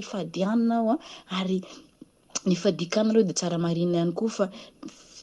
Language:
Malagasy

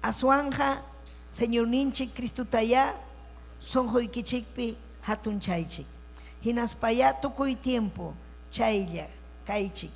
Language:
Ayacucho Quechua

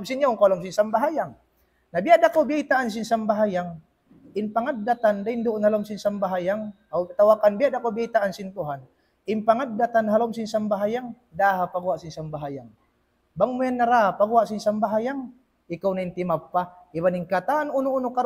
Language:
Tausug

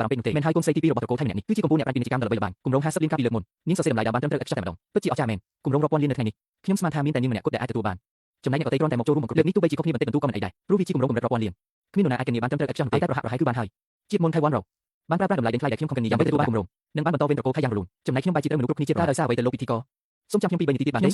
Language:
Khmer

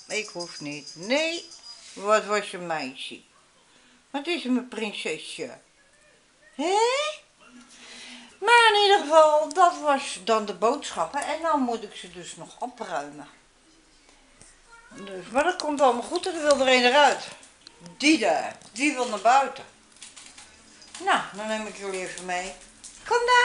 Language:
Dutch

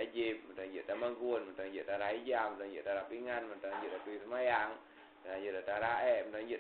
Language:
Achinese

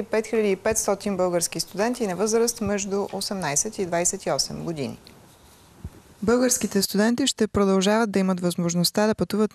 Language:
Bulgarian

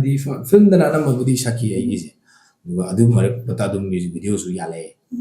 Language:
Manipuri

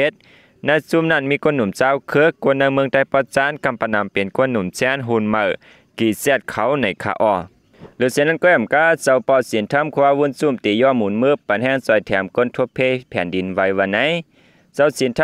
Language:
Shan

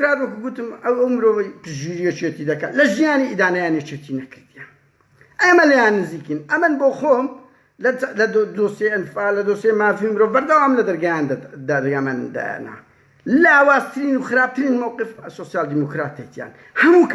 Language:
Central Kurdish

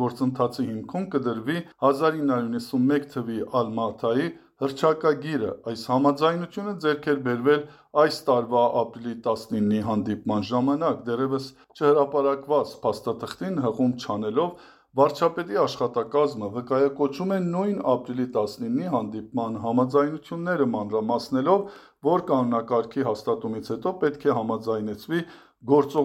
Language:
Armenian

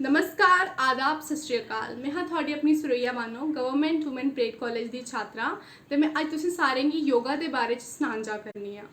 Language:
Dogri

